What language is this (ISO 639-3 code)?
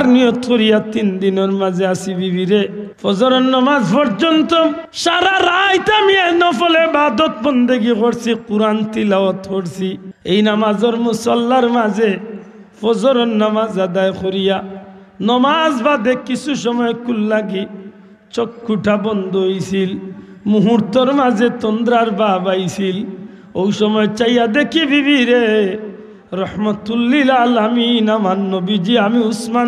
syl